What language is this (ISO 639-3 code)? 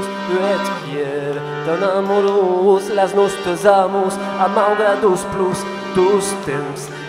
oci